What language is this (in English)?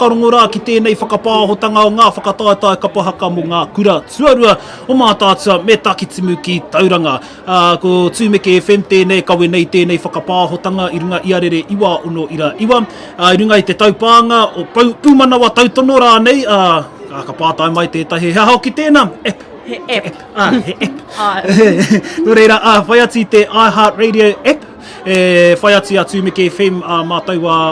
Māori